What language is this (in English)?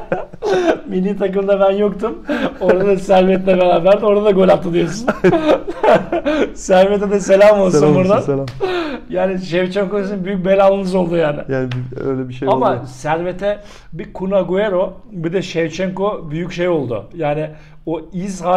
Turkish